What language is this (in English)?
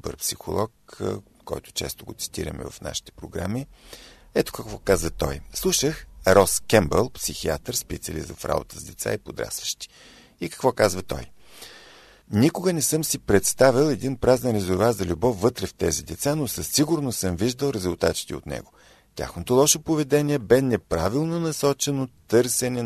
Bulgarian